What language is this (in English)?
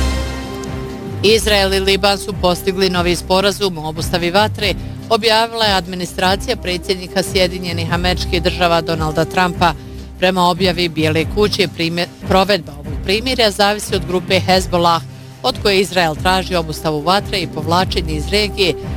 Bosnian